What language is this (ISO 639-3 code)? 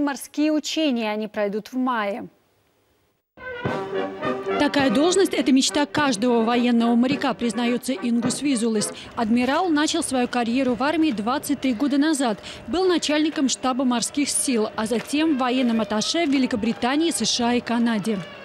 rus